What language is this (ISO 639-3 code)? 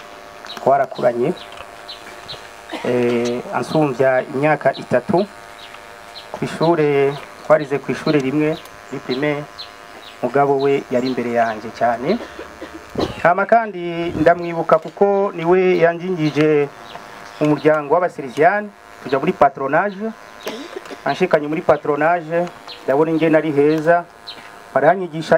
run